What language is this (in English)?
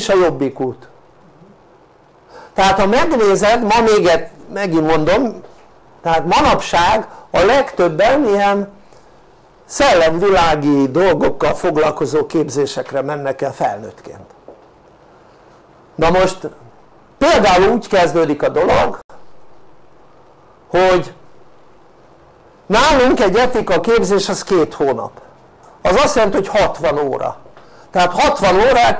Hungarian